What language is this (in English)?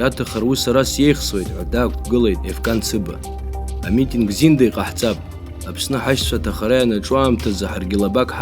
Abkhazian